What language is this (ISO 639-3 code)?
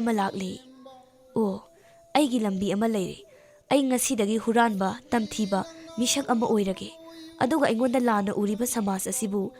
mni